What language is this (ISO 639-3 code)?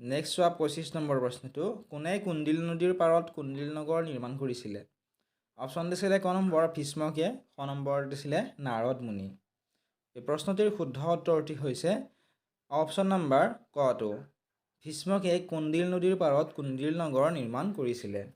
asm